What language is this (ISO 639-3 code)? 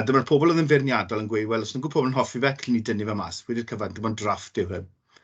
cym